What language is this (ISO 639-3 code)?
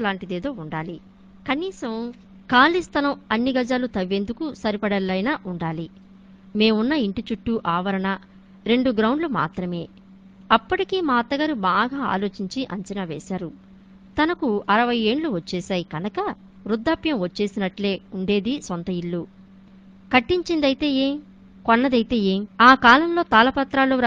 tel